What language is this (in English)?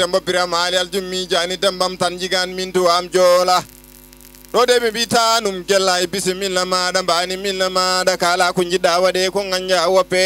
Fula